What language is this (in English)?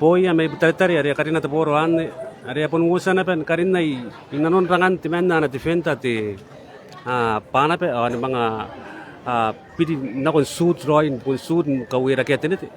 Gilbertese